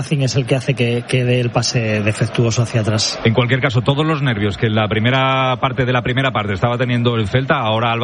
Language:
Spanish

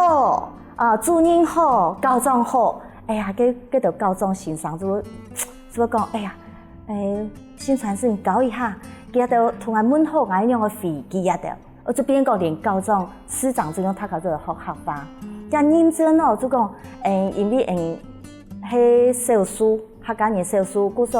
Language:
Hakka Chinese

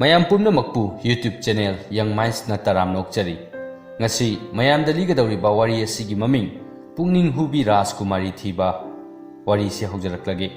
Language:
Manipuri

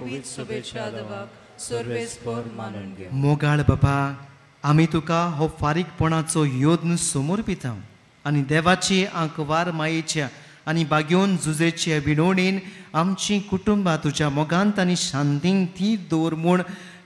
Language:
Konkani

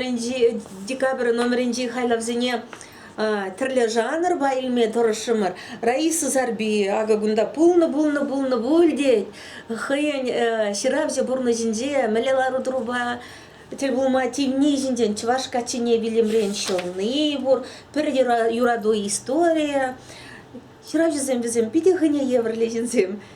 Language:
Chuvash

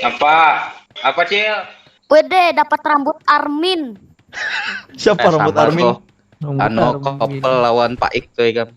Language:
Banjar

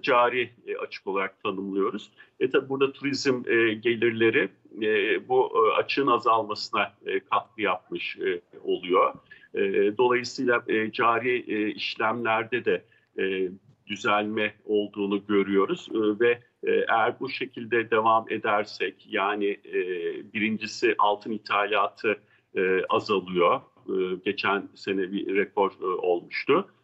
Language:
Turkish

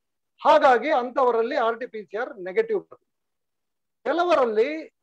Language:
Kannada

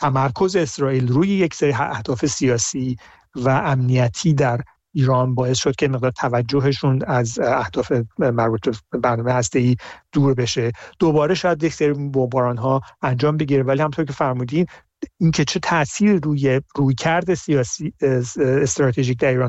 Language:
Persian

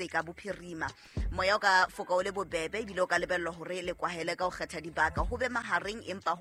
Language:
Southern Sotho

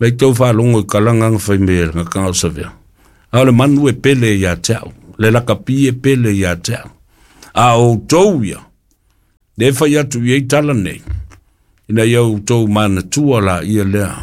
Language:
Samoan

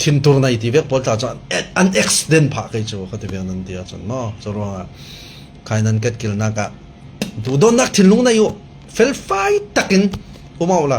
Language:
Falam Chin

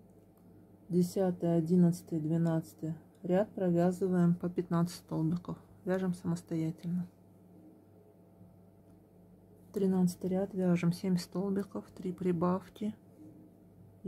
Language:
Russian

